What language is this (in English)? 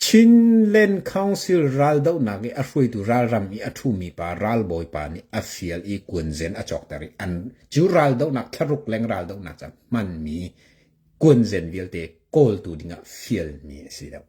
Hakha Chin